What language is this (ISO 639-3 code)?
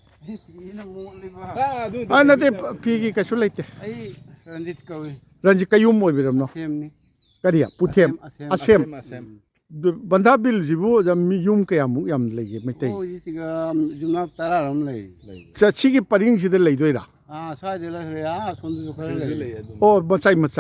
mni